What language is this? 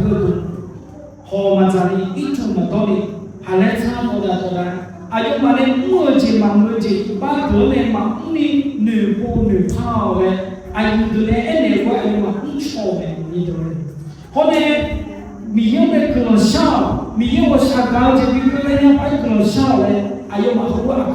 Akha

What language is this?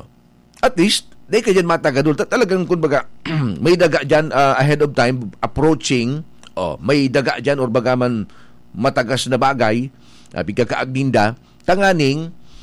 Bikol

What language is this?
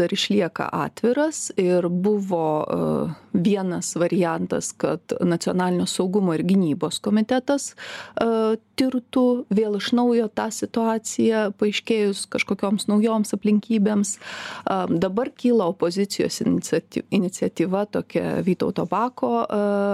Lithuanian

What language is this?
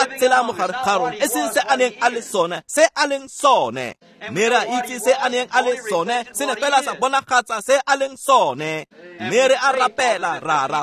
Tswana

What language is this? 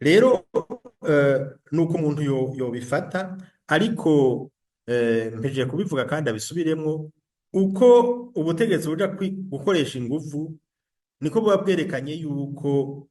Rundi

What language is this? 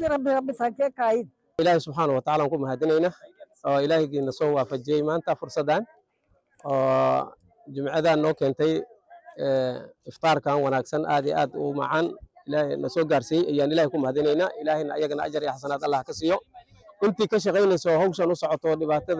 Somali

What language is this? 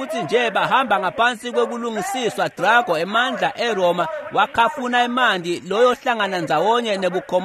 Swati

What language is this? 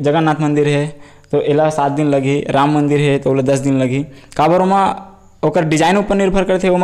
Chhattisgarhi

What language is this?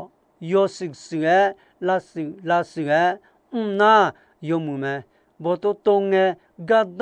Akha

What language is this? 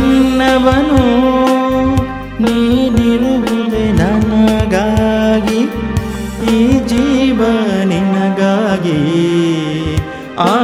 Kannada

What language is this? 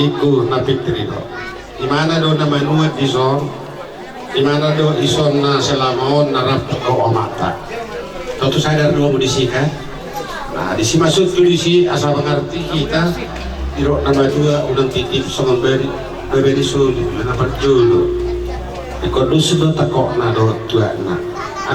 Batak Toba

